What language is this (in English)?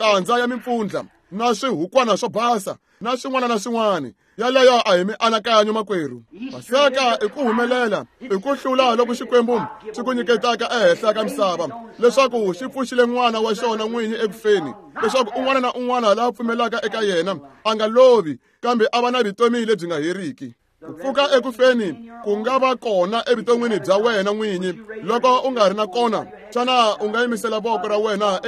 Tsonga